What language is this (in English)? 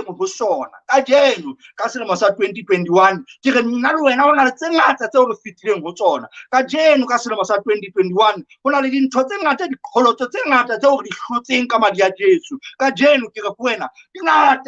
Southern Sotho